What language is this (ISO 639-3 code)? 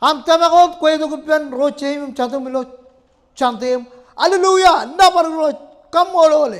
mah